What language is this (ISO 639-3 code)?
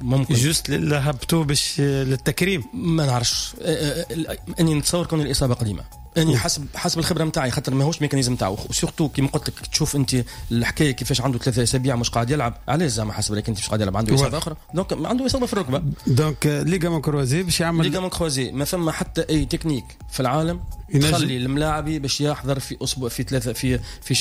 aeb